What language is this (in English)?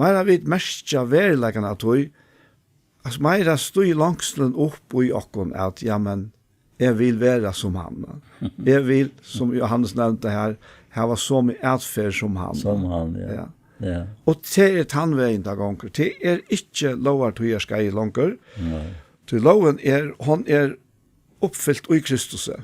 Faroese